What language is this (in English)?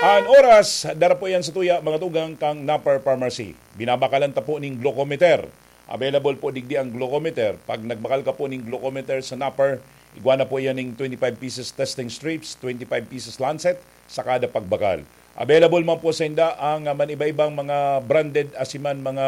Bikol